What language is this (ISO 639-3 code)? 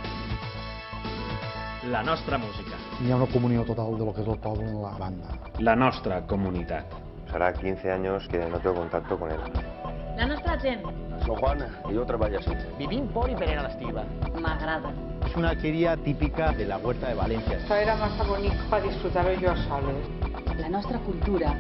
cat